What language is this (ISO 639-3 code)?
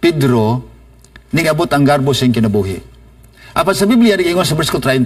ceb